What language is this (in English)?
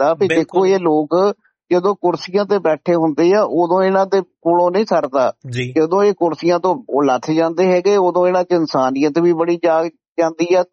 Punjabi